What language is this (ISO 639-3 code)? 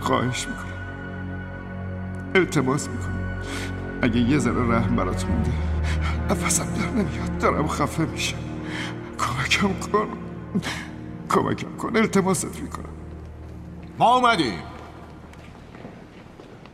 fas